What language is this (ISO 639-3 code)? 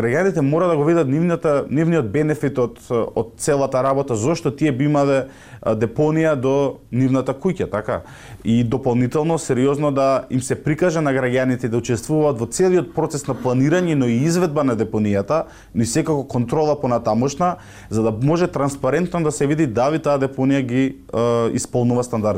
mkd